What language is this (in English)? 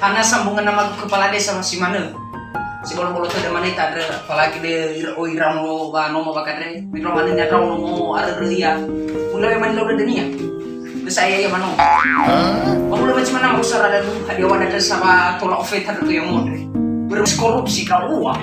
Nias